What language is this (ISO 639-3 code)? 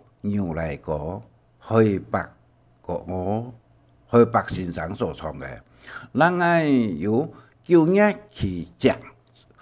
hak